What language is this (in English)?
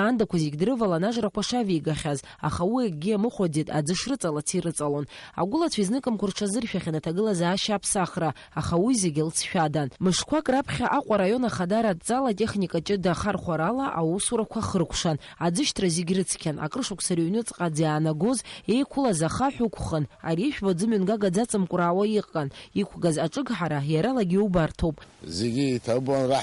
Abkhazian